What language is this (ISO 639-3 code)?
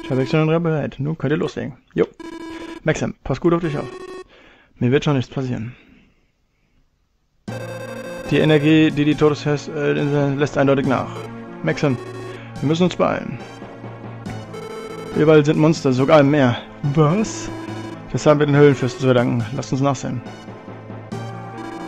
deu